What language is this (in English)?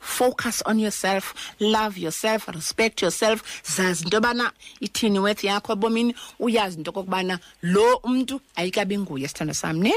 Xhosa